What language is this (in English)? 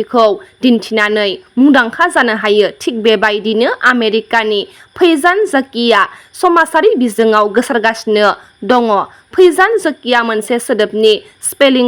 Bodo